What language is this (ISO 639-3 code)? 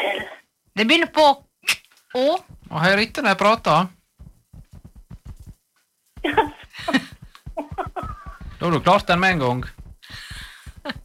nor